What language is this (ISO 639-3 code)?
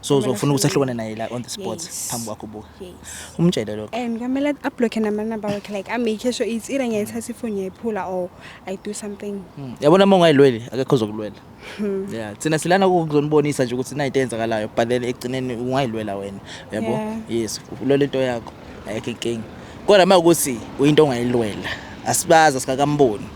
zul